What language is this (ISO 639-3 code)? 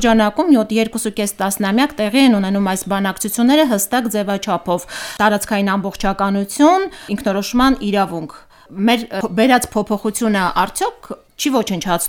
hye